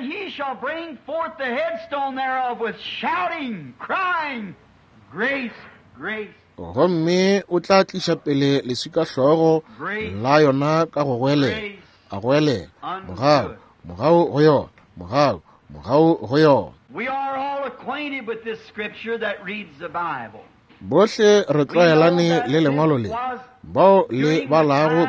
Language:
Northern Sotho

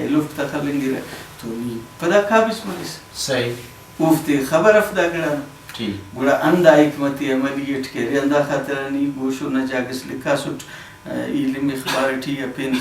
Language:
Brahui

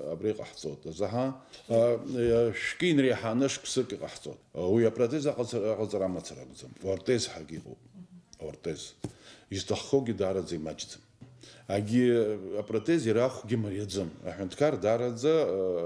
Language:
Abkhazian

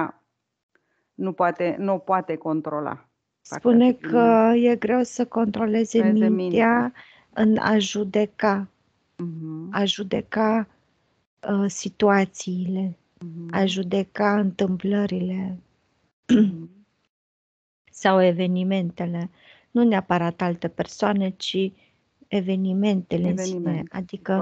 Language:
Romanian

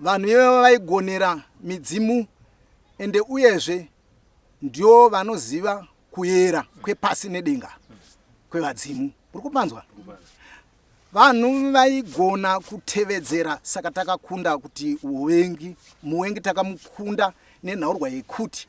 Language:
Shona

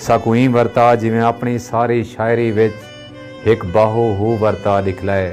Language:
Saraiki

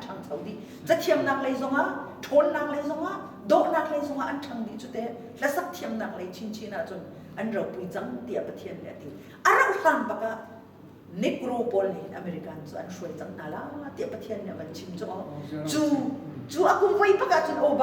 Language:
Hakha Chin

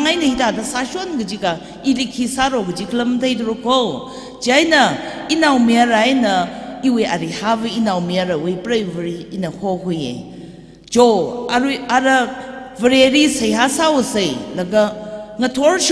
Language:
Tangkhul Naga (India)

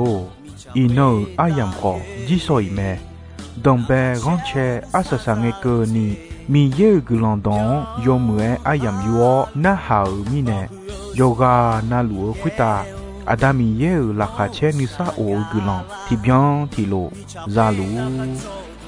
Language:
Akha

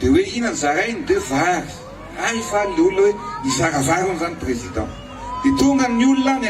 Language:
Malagasy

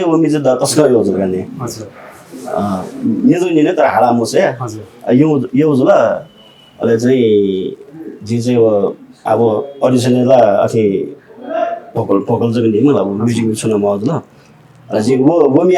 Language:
Newari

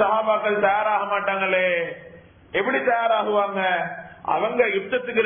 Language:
Tamil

